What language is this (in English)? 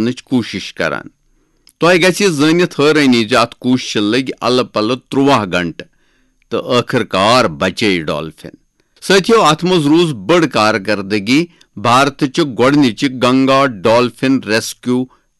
Kashmiri